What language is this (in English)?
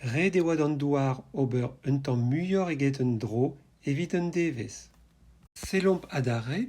Breton